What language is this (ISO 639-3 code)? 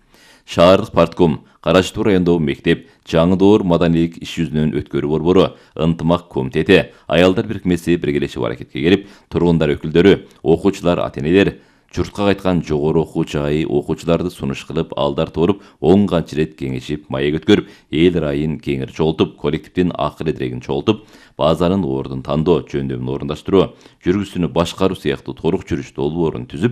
kir